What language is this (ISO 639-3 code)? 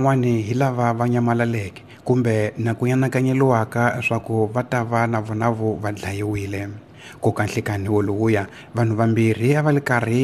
tso